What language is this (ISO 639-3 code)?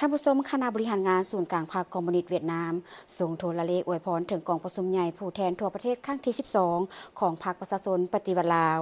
lao